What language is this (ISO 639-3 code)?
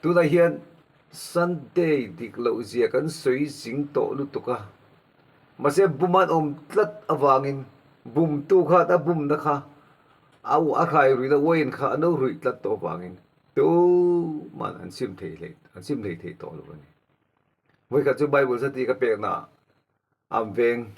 lus